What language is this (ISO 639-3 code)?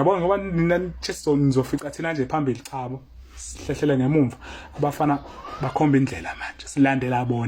zul